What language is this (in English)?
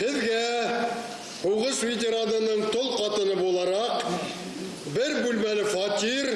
Bashkir